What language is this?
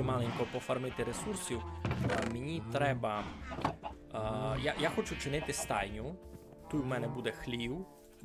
Rusyn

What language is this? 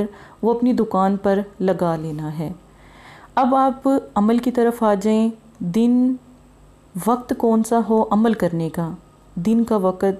Urdu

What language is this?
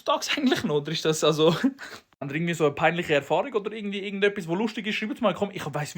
Swiss German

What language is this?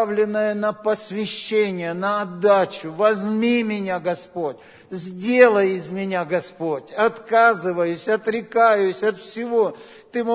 Russian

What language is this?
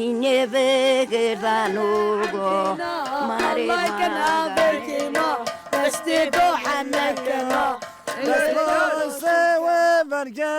Zaza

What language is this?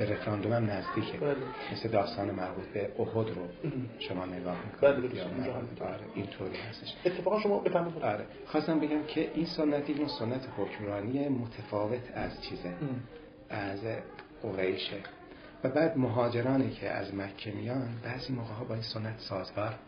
Persian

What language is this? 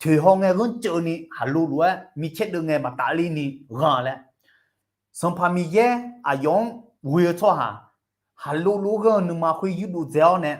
Akha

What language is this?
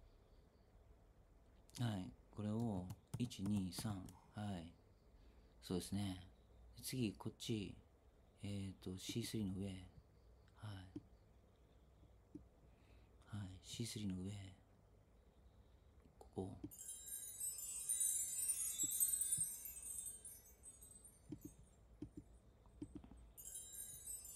Japanese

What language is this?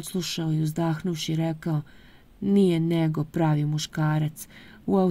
Serbian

